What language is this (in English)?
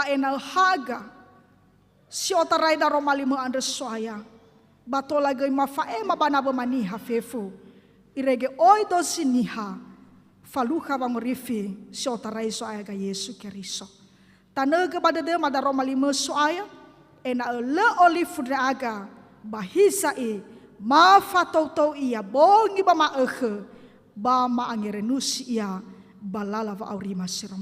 Nias